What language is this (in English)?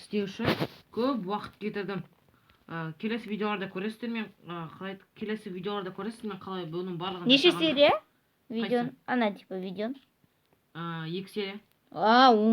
Kazakh